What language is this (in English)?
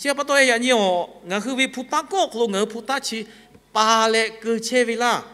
Lahu